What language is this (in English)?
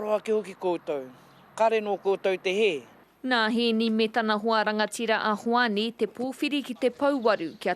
Māori